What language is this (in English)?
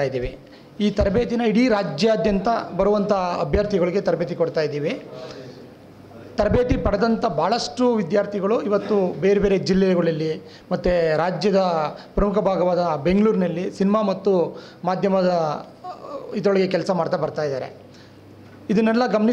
Kannada